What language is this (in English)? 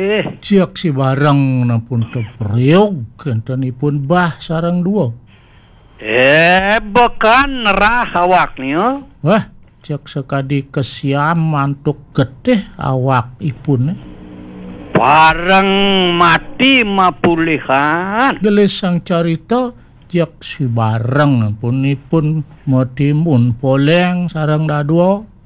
Balinese